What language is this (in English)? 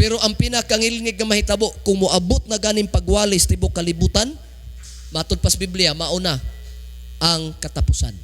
Cebuano